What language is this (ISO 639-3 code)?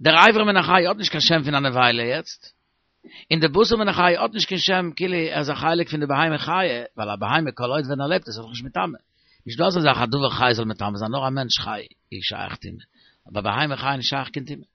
yid